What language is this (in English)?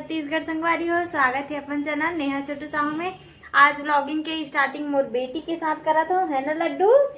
Chhattisgarhi